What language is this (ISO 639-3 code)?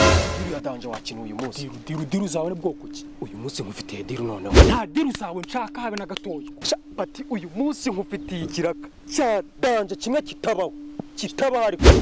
kin